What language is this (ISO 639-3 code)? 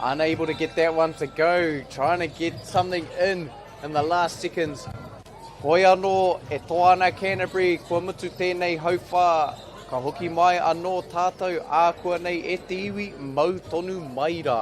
mri